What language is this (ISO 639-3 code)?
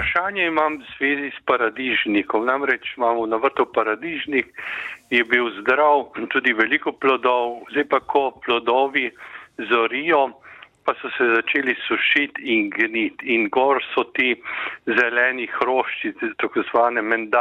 slv